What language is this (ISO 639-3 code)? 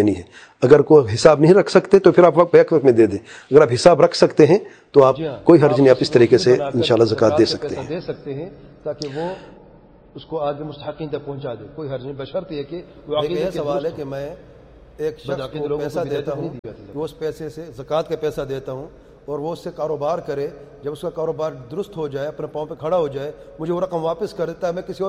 urd